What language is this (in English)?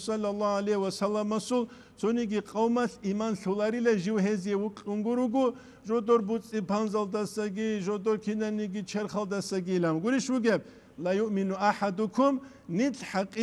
Avaric